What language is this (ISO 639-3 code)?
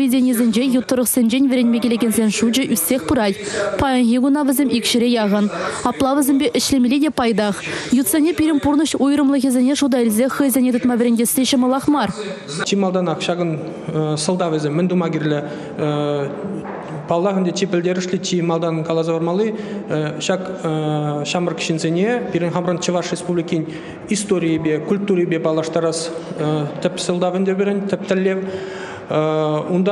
chv